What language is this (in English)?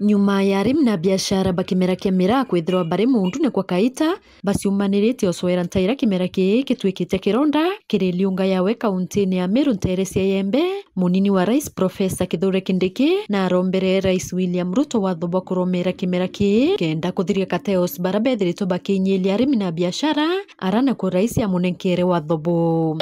Meru